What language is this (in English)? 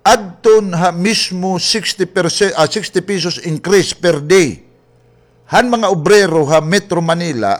Waray